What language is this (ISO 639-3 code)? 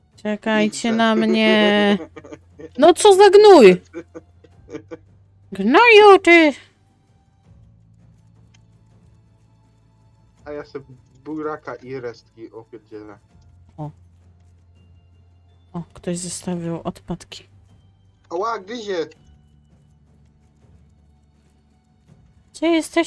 pol